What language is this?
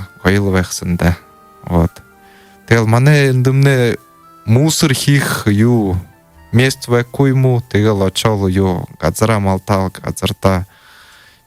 Buriat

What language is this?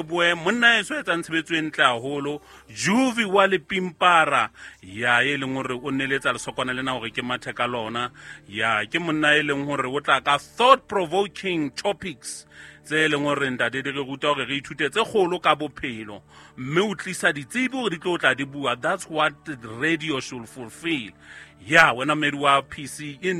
Southern Sotho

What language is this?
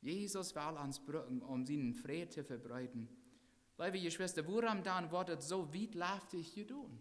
Plautdietsch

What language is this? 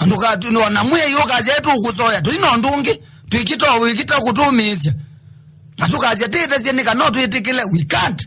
Kamba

